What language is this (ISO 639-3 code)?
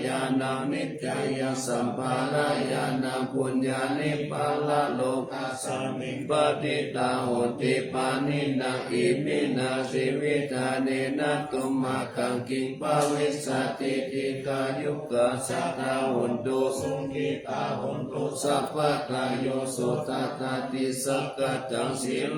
pli